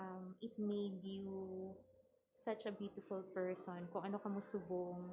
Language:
Hiligaynon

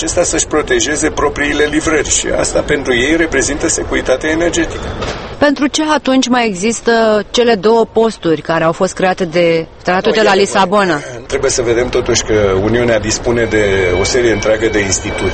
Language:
Romanian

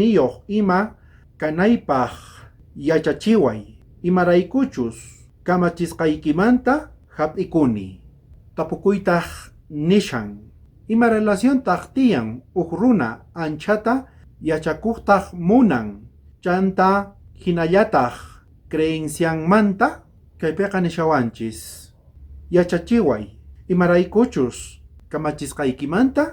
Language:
South Bolivian Quechua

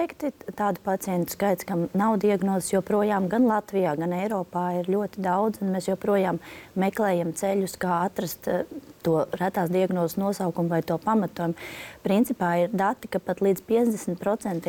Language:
Latvian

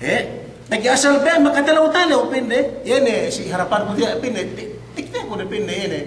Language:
Yakan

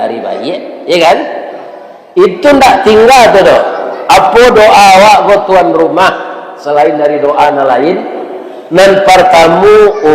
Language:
Minangkabau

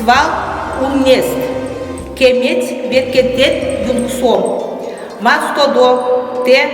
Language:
Chuvash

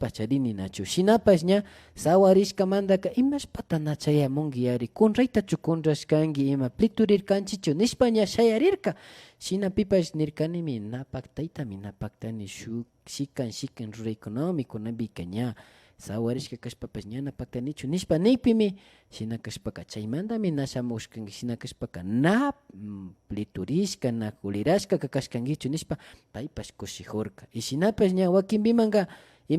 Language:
Imbabura Highland Quichua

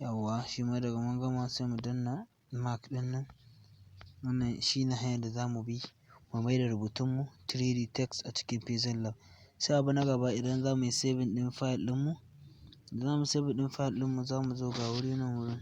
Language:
Hausa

